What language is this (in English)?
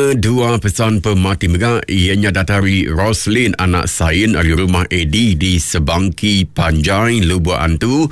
Iban